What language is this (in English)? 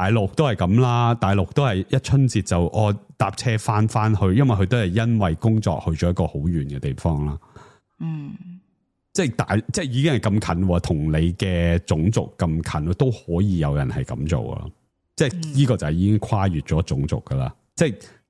Cantonese